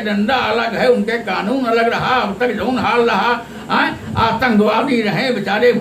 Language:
Awadhi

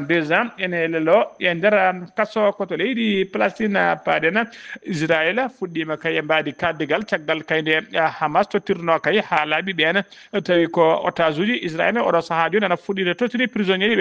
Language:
Fula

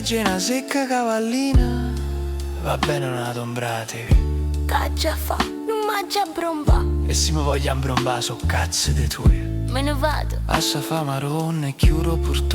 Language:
Neapolitan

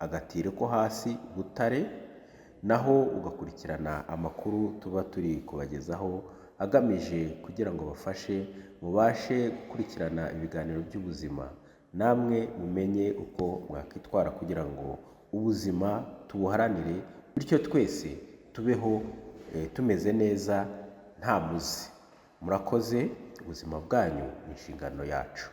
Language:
Kinyarwanda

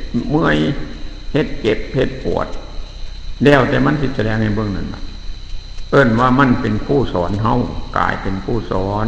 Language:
Northeastern Thai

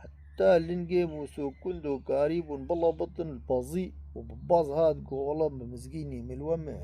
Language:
Kurdish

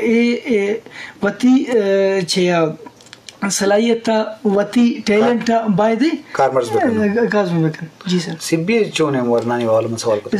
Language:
Eastern Balochi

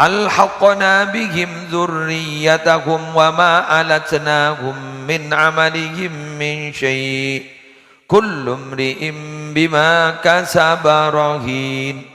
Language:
Madurese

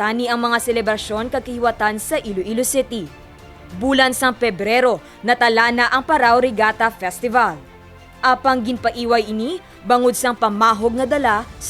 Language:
Hiligaynon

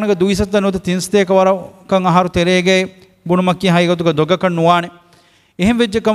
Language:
Divehi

